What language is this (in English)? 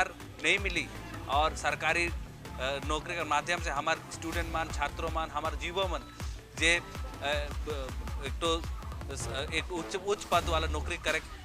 Sadri